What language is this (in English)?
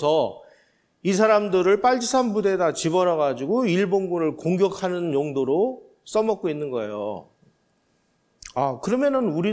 Korean